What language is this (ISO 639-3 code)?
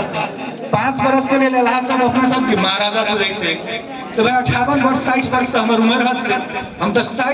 mai